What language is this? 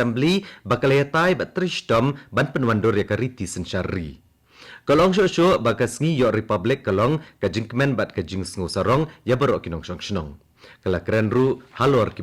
Khasi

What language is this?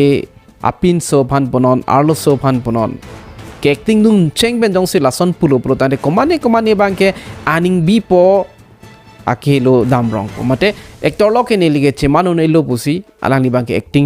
Karbi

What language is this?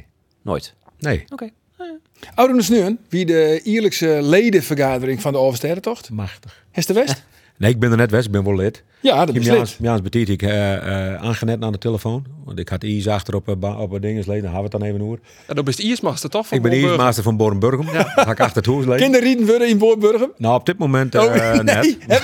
Western Frisian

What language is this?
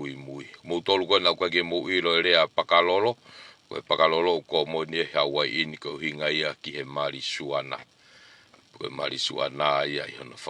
Tongan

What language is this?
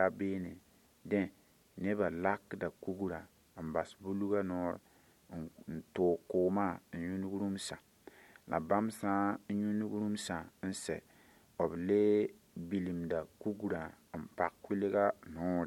Mossi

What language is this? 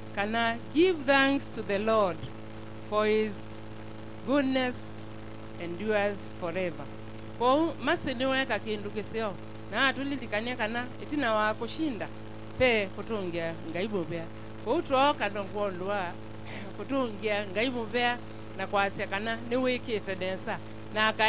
Kamba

